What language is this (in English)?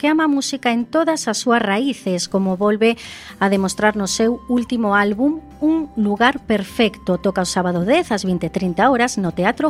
Galician